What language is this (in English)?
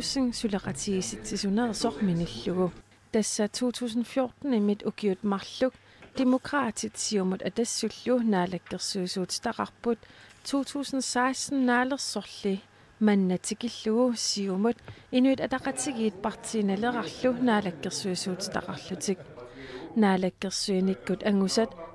Kalaallisut